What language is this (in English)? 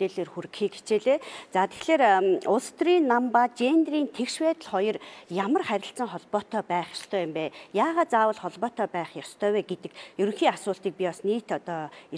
Mongolian